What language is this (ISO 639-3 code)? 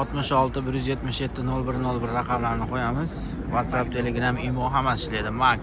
uzb